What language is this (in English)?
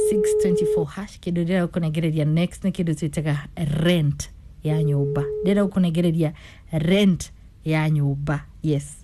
Kikuyu